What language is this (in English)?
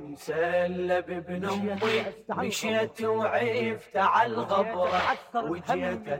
Mesopotamian Arabic